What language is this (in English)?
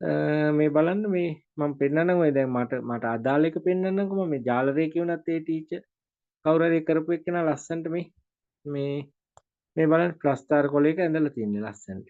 Sinhala